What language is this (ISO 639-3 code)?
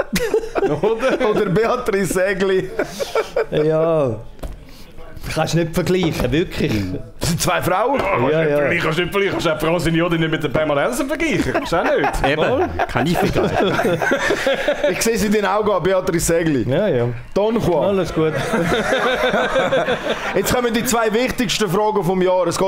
deu